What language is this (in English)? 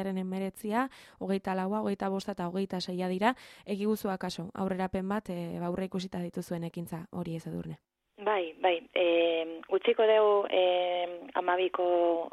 Basque